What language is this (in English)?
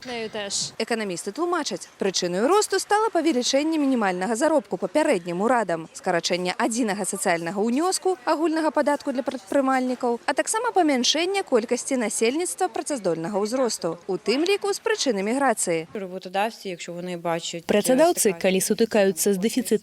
Belarusian